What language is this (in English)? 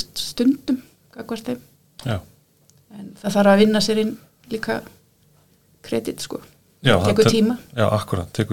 Icelandic